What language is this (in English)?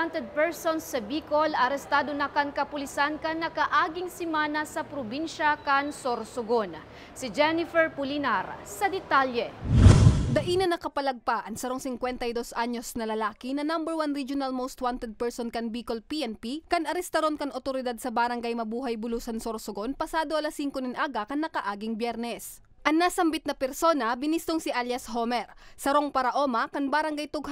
Bikol